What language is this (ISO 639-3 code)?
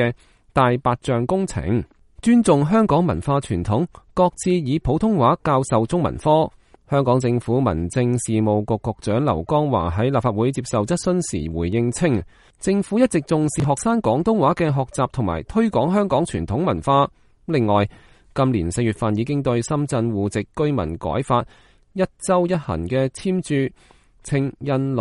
yue